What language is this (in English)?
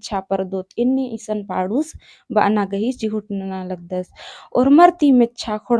Kurukh